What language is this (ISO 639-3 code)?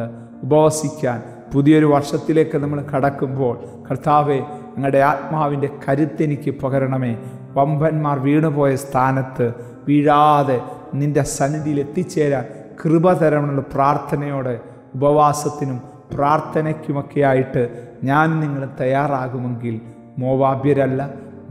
mal